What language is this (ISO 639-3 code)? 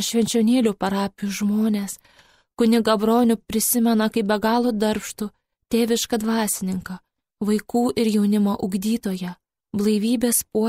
lit